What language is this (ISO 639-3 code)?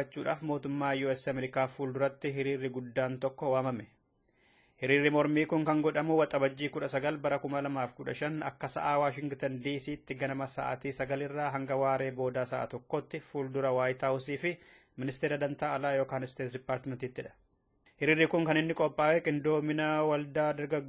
orm